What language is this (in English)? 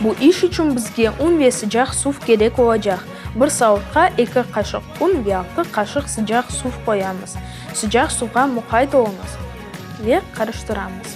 Crimean Tatar